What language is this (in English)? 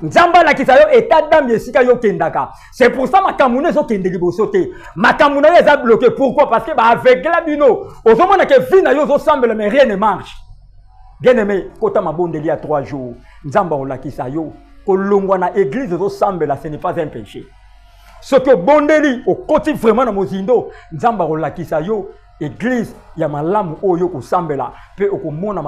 Lingala